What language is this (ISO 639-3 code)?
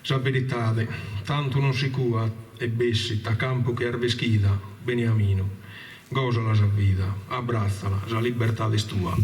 srd